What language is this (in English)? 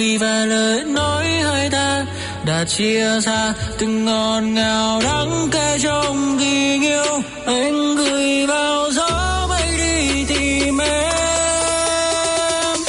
Vietnamese